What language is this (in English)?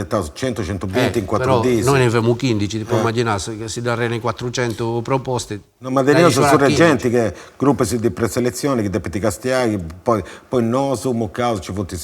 Sardinian